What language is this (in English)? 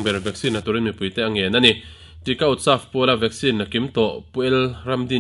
Mizo